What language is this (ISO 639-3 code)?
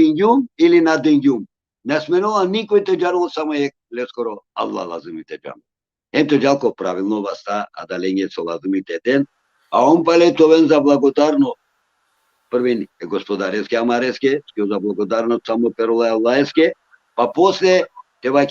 rmn